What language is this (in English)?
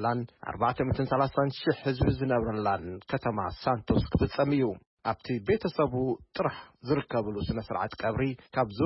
Tigrinya